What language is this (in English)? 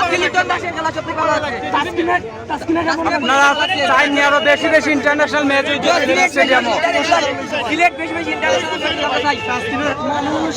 Sylheti